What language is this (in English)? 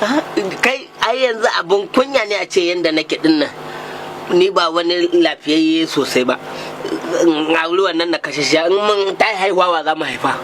Hausa